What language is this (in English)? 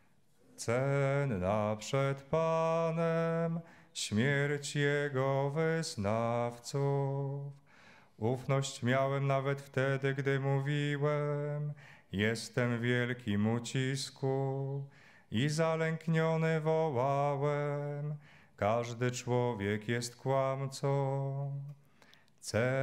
Polish